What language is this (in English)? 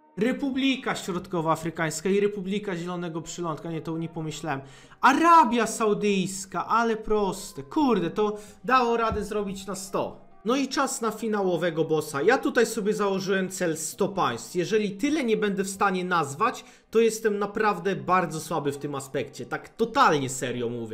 Polish